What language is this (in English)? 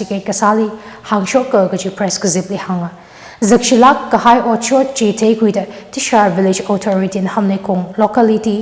Tangkhul Naga (India)